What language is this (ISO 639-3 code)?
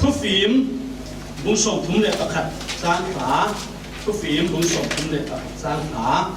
cfm